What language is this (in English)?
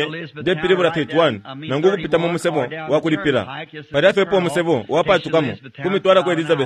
Bemba